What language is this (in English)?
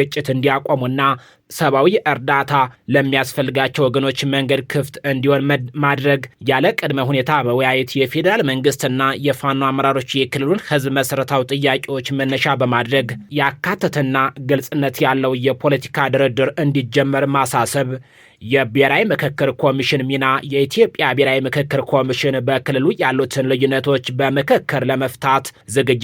Amharic